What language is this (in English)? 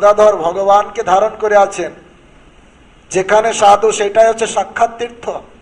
Bangla